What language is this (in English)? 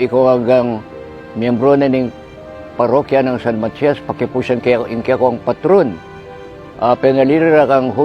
Pampanga